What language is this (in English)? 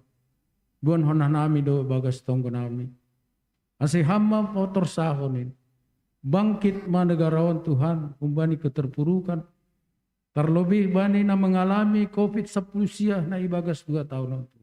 Batak Simalungun